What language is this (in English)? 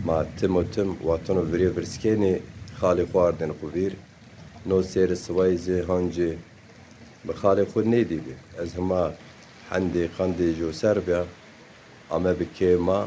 Zaza